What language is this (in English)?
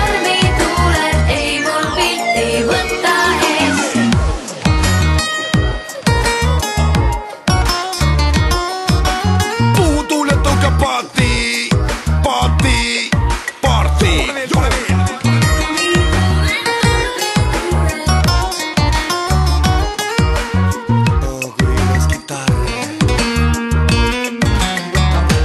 Estonian